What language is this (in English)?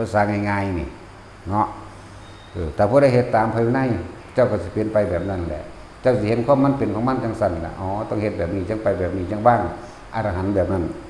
Northeastern Thai